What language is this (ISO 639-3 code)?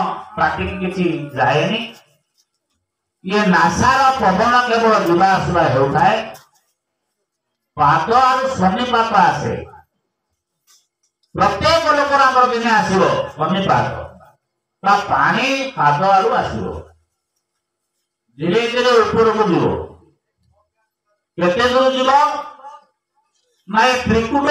ori